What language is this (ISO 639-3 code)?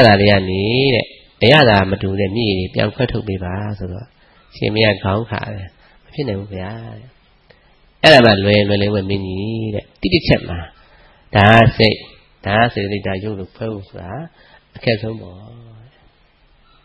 mya